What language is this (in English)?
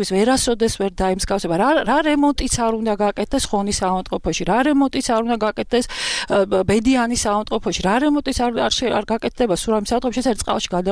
Georgian